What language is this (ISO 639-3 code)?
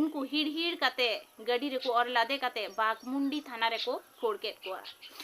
sat